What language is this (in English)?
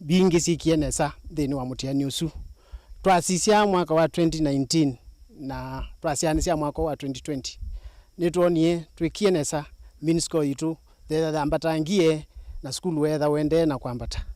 Kamba